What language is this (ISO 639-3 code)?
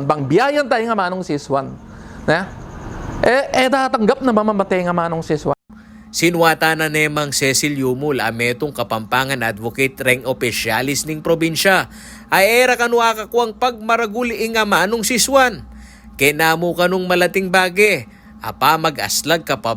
pam